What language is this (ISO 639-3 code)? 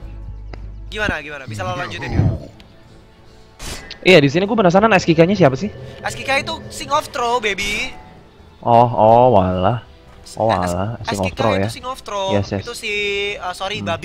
ind